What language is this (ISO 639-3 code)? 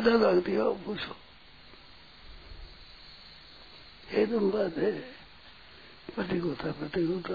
hin